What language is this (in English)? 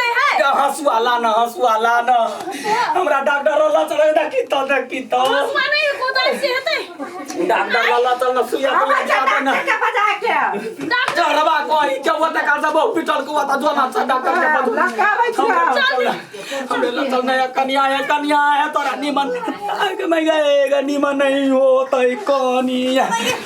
Maithili